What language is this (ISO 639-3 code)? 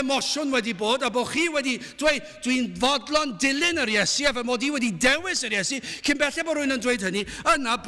cym